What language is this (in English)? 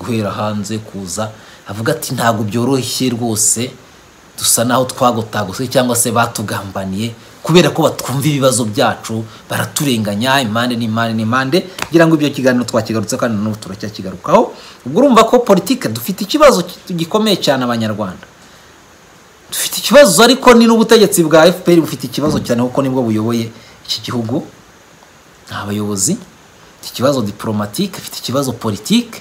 Kinyarwanda